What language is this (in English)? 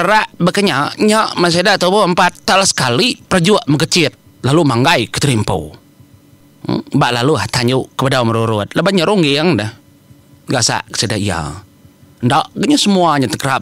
Iban